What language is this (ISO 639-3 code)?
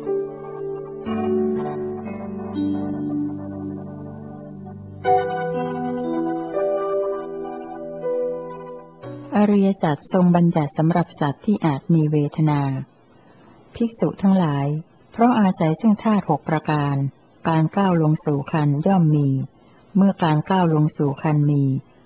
tha